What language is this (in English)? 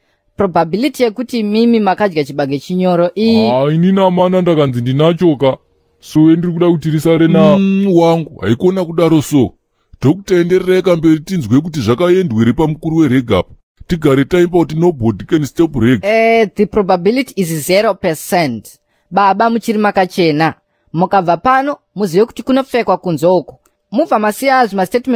Shona